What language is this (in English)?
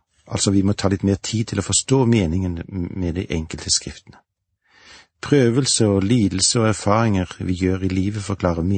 Norwegian